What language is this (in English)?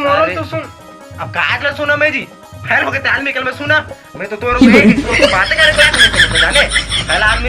Chhattisgarhi